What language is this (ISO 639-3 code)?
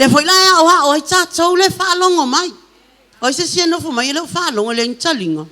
smo